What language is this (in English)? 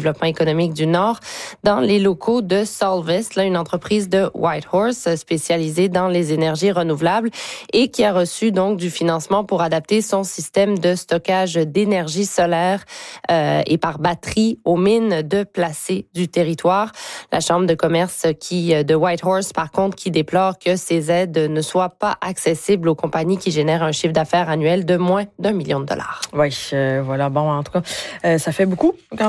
French